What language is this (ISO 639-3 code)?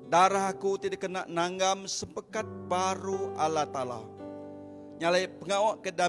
iba